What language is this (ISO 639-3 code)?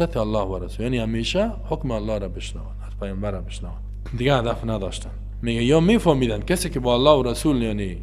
fas